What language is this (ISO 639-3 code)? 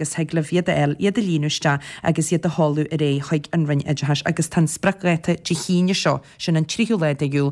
gle